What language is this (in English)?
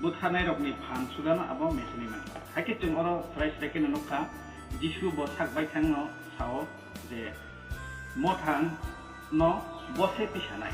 Kok Borok